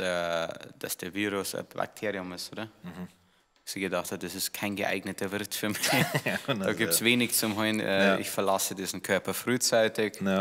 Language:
Bavarian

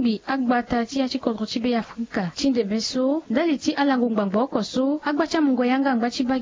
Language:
Sango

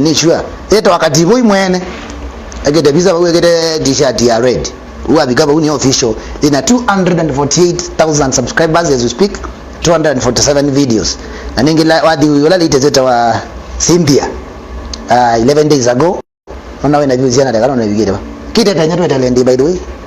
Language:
Kamba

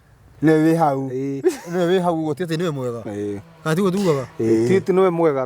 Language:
Kikuyu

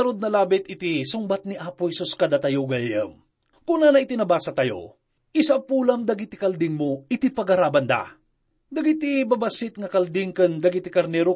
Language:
Iloko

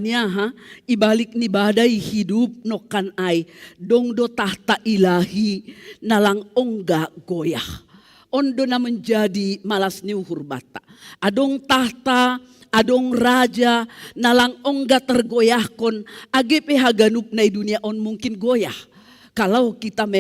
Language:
Batak Simalungun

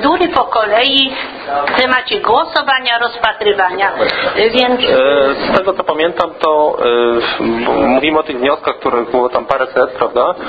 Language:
Polish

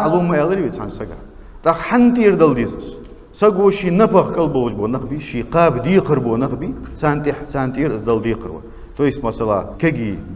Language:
Ingush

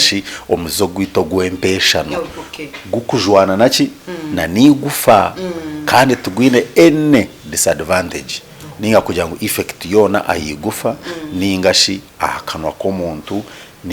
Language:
Nyankole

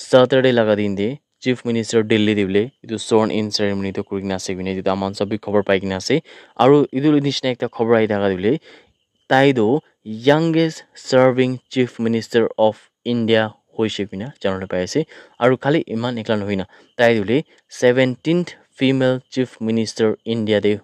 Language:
Naga Pidgin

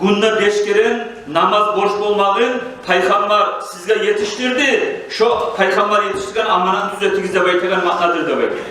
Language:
Kumyk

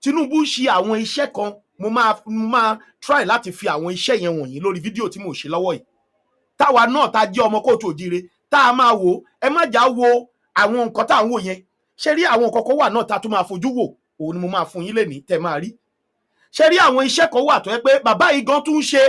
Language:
Yoruba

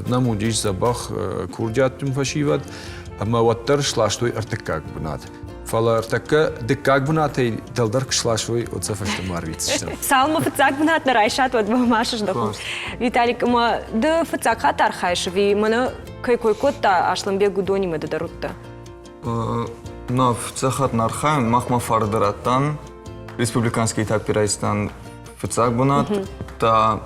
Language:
Ossetic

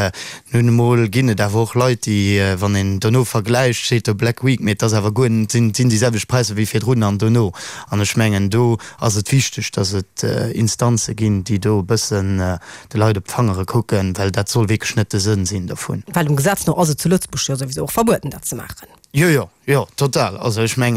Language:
Luxembourgish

